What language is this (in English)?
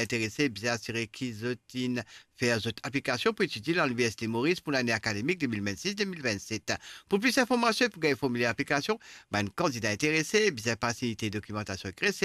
Morisyen